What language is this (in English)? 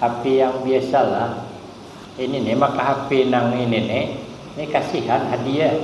Banjar